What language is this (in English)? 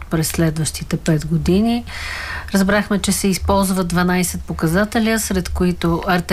Bulgarian